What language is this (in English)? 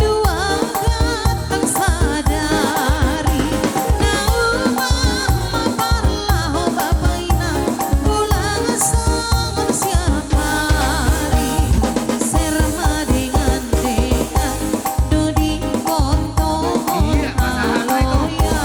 Batak Simalungun